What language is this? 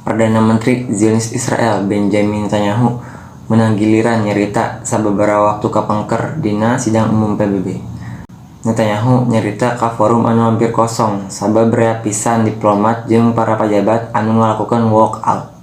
Sundanese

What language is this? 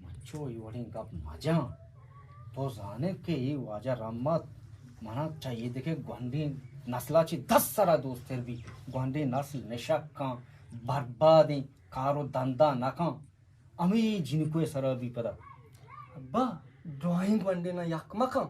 Eastern Balochi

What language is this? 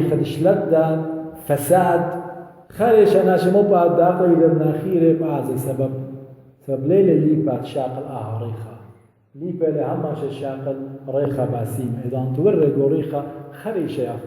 Assyrian Neo-Aramaic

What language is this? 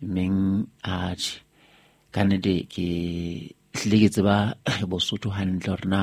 Southern Sotho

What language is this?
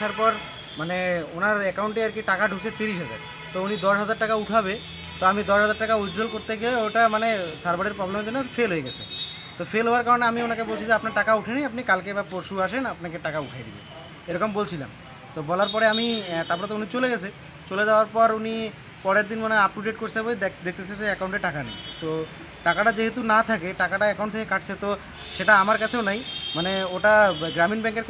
Bangla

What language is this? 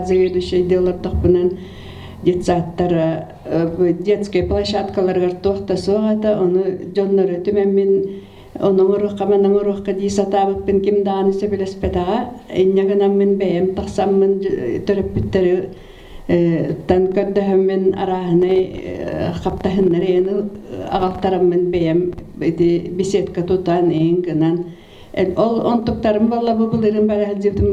Yakut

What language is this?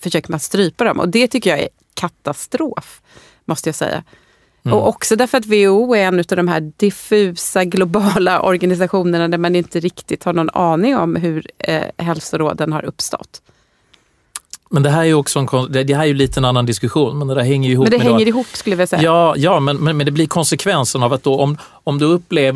Swedish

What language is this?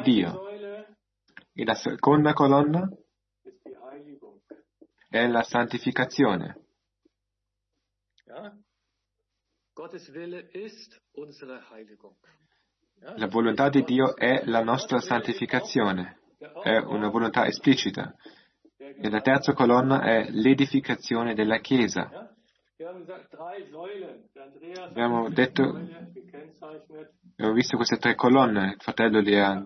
Italian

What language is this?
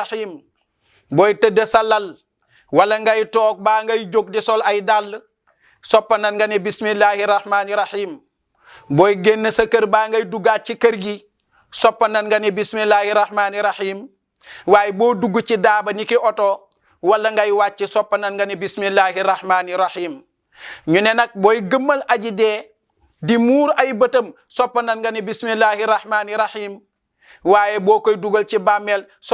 Wolof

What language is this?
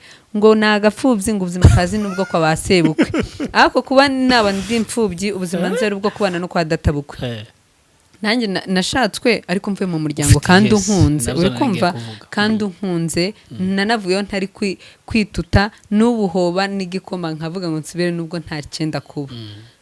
Kinyarwanda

